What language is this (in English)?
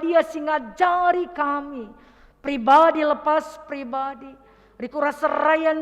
Batak Karo